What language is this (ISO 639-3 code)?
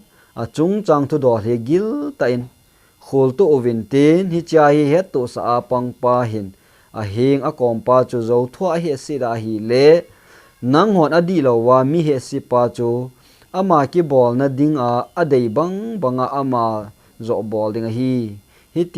tcz